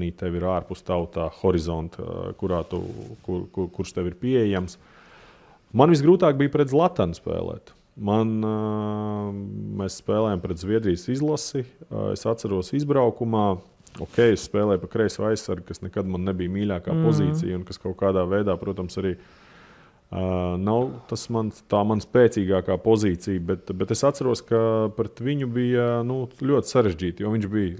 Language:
Latvian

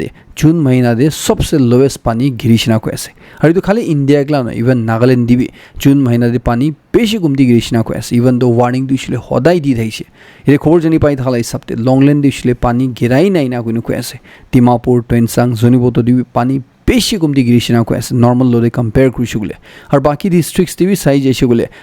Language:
Naga Pidgin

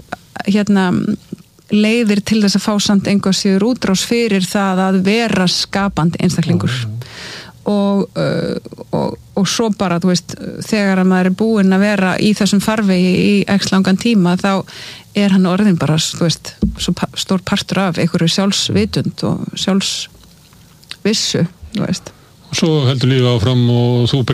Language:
Icelandic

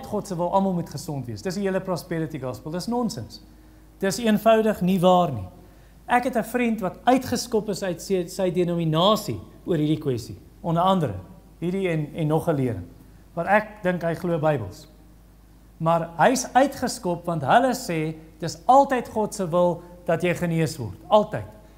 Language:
Afrikaans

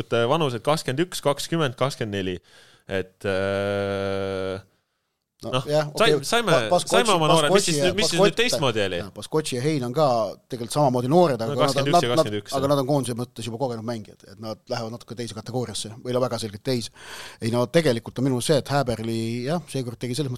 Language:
Estonian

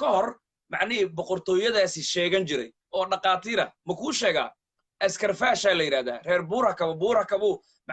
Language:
Somali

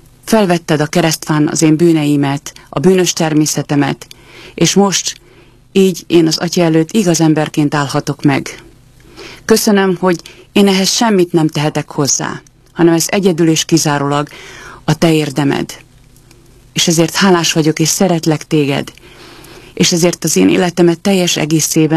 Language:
Hungarian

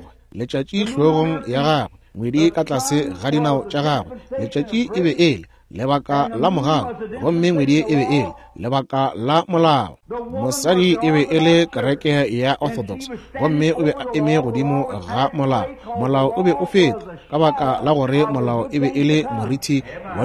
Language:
Northern Sotho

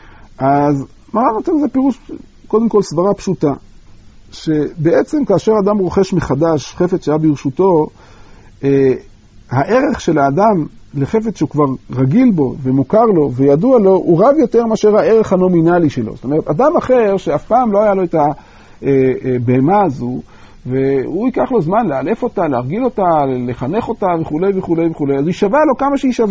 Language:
Hebrew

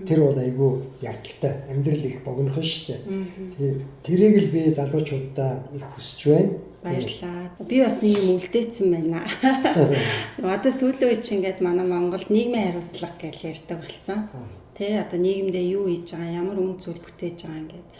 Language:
Mongolian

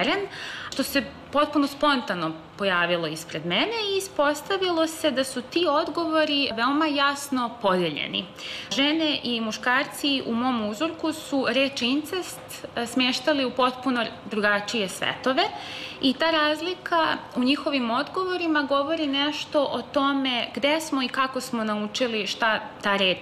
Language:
Serbian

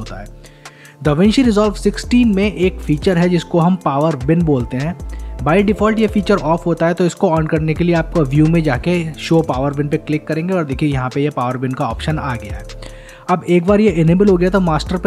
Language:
Hindi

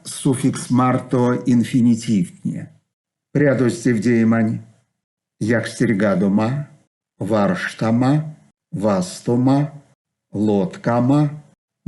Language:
Erzya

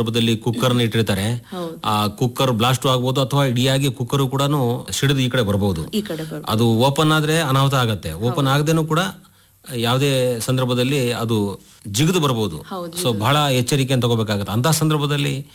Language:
Kannada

